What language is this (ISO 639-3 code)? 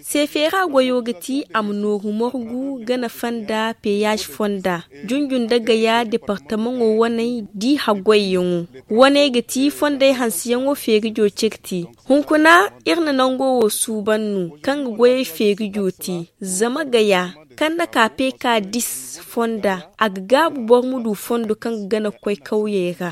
dje